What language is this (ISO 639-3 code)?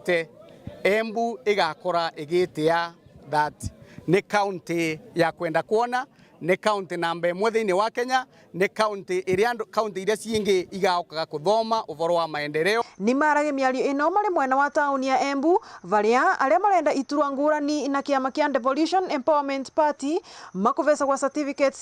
mer